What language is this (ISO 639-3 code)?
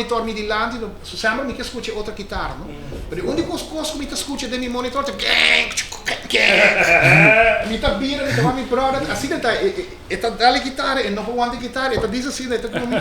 pap